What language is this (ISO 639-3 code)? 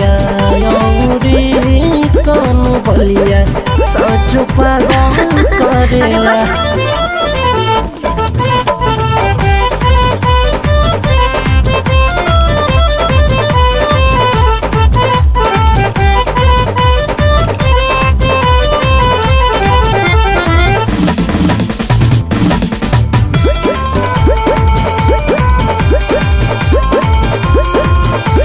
bho